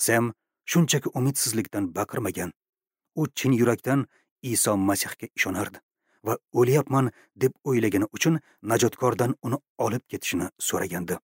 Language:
Uzbek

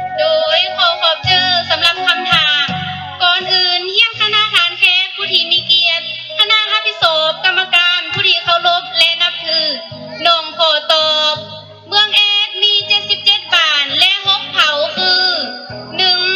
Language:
Lao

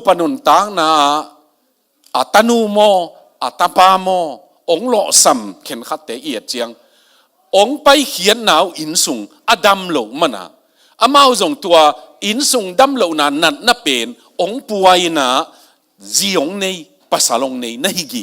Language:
Tedim Chin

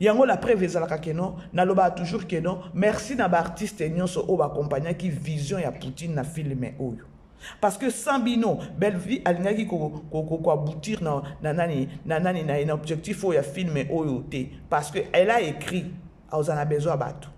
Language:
Lingala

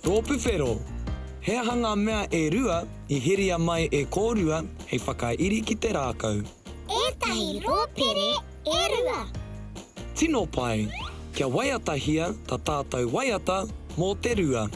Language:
Māori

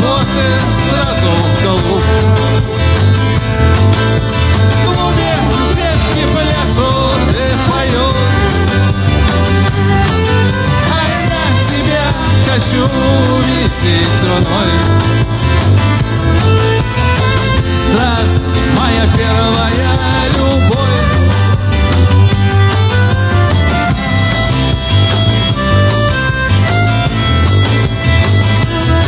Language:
Russian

